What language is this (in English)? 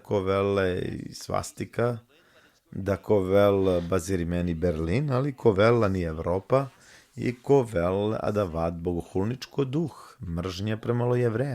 Balkan Romani